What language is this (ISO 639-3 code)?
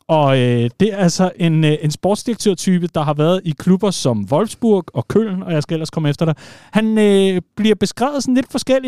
dan